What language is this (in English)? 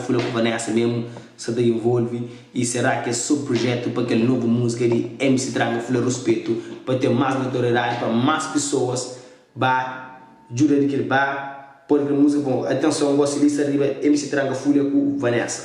Kabuverdianu